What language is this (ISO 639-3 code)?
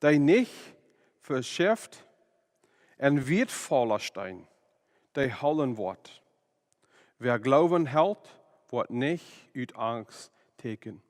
pdt